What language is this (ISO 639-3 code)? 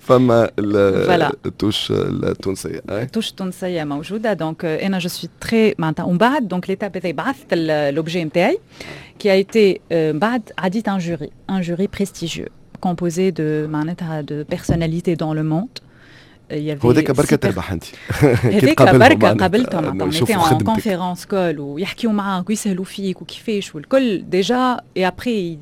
aeb